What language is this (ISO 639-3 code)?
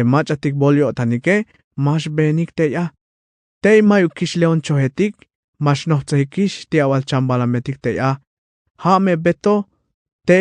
tzh